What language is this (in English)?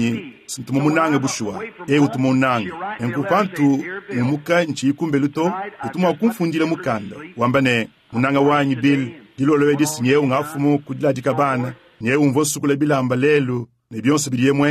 Luba-Lulua